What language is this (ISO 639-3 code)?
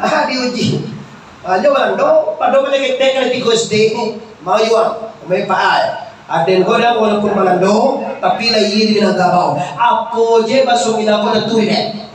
min